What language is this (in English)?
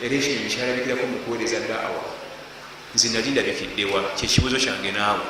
Ganda